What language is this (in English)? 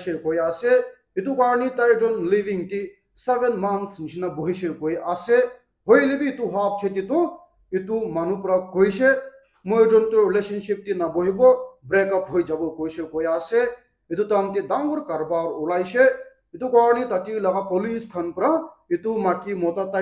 Naga Pidgin